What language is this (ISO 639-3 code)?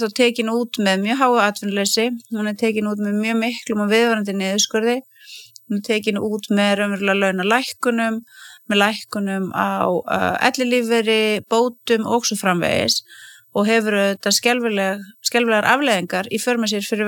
isl